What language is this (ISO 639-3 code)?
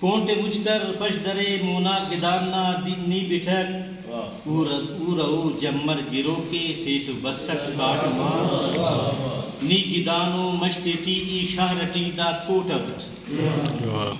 brh